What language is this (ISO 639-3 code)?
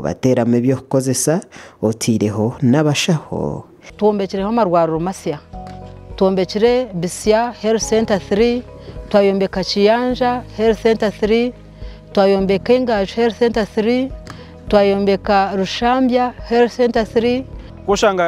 nyn